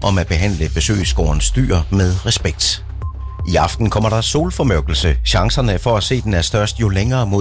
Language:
Danish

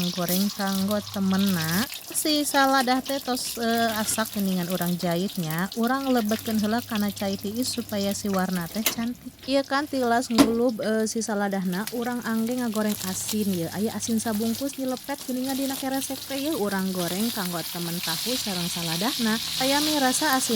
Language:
Sundanese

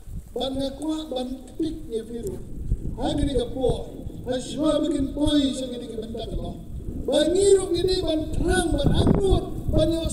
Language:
Khasi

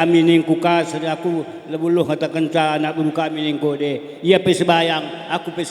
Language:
Batak Karo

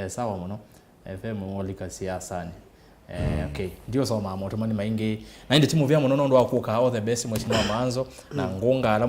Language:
Kamba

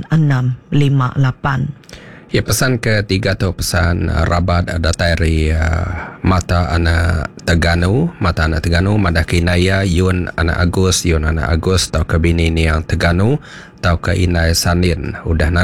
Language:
Iban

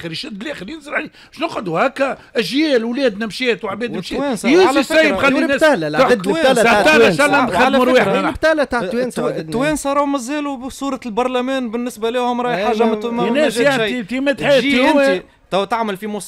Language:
Tunisian Arabic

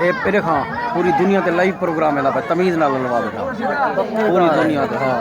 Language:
Saraiki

